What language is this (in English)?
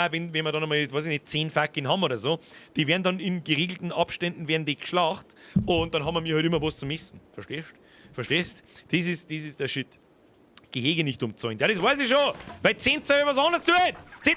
Bavarian